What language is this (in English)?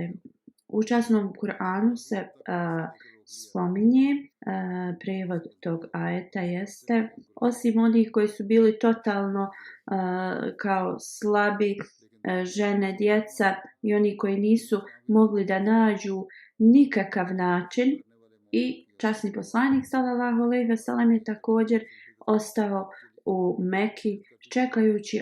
Bosnian